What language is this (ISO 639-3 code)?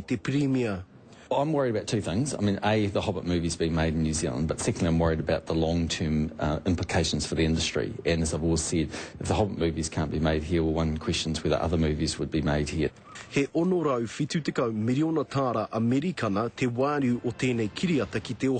mri